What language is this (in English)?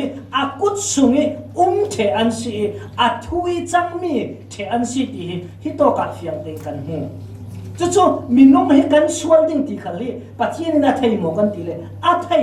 Falam Chin